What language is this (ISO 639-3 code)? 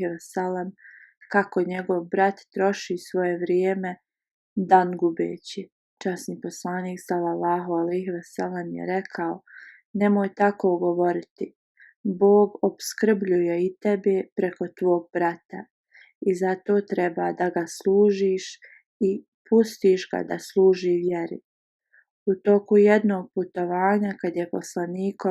bos